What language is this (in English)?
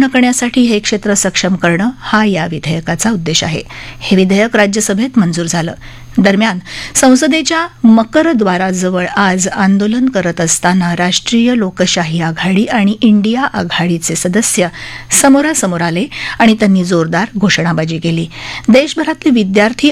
Marathi